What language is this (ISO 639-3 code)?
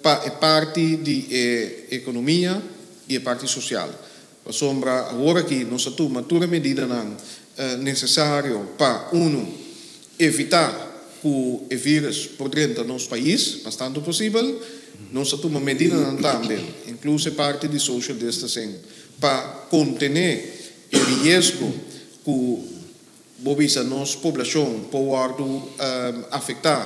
pap